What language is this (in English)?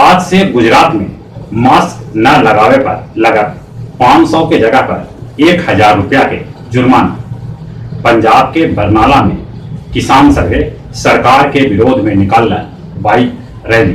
Magahi